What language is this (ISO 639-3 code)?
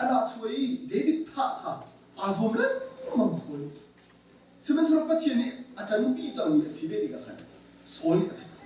cnh